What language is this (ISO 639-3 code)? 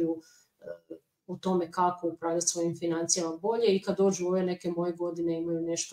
hrv